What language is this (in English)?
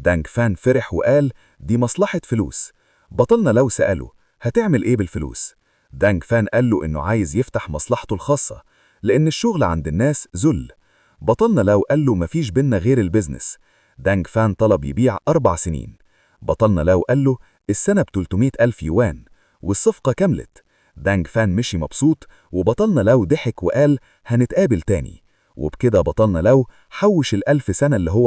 Egyptian Arabic